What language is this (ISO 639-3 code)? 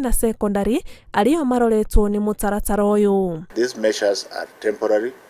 kik